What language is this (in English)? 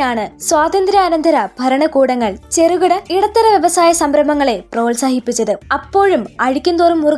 Malayalam